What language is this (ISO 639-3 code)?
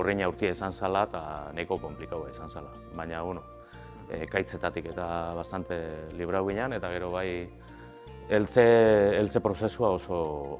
eus